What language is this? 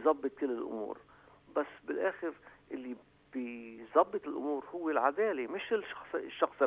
North Levantine Arabic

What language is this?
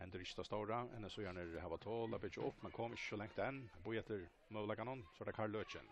Faroese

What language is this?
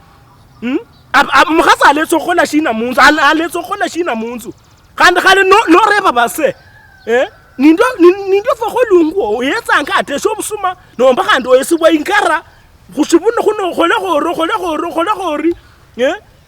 Luyia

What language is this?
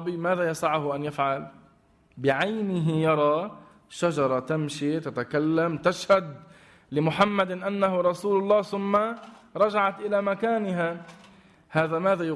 Arabic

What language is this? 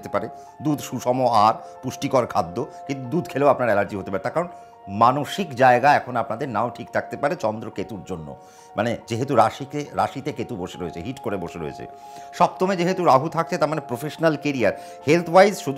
Bangla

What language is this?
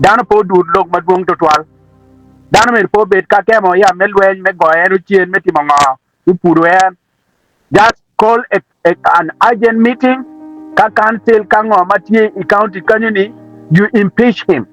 Acoli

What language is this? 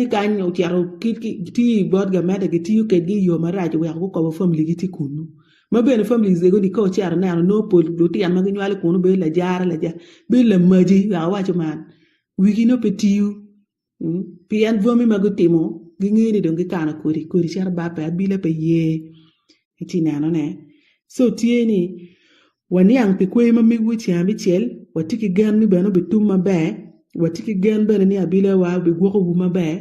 Acoli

